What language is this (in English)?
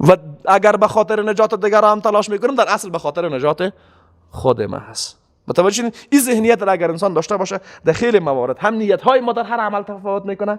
Persian